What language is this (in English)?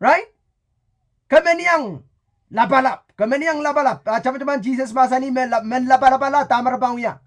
Pohnpeian